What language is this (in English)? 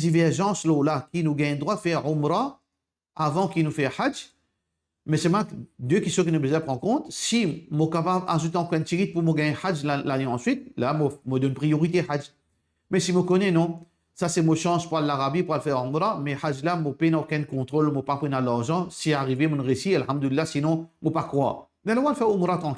Morisyen